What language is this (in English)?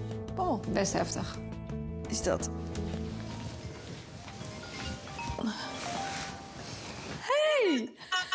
Dutch